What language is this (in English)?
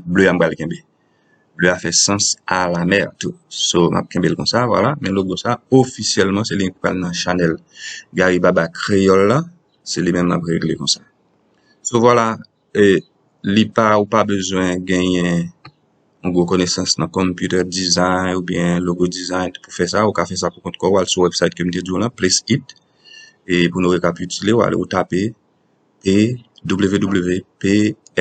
Haitian Creole